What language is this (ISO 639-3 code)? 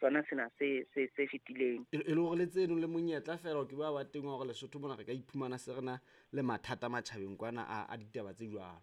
sot